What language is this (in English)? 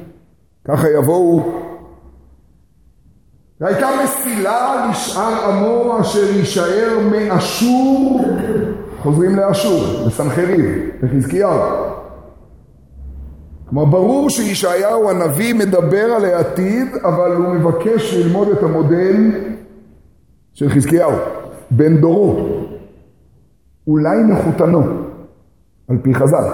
Hebrew